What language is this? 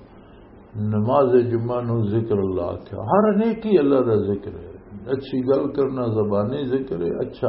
Western Panjabi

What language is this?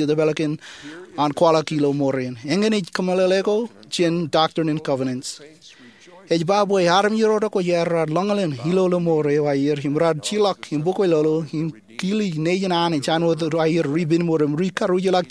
Marshallese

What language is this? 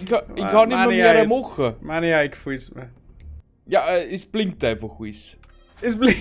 Bavarian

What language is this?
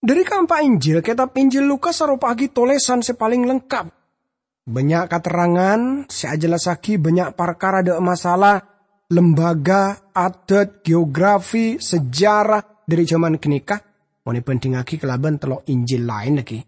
Madurese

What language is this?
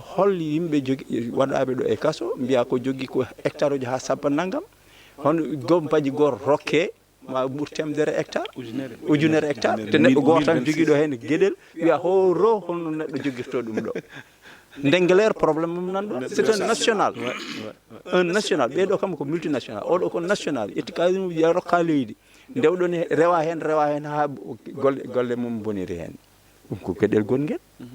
Fula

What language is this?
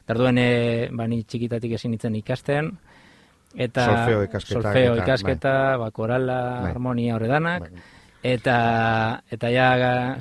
Basque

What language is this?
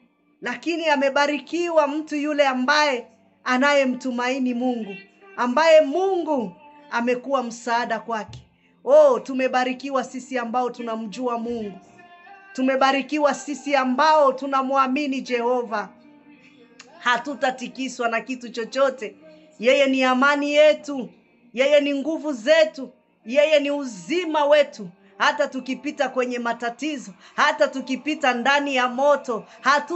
Swahili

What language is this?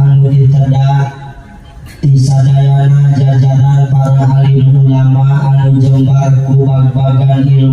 Sundanese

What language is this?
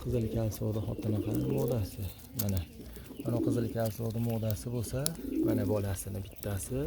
Uzbek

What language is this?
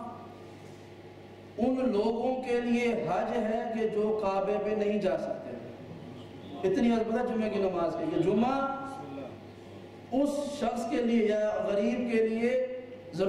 Urdu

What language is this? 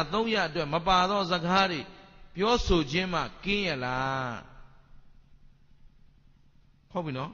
Burmese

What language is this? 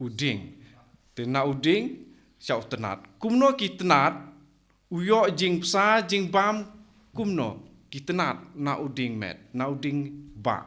Khasi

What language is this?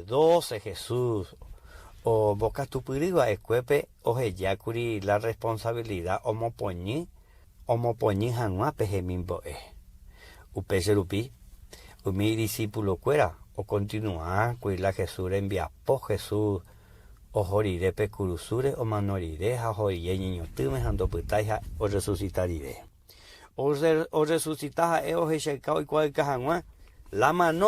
Guarani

